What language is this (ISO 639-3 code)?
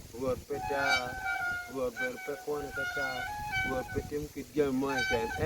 ach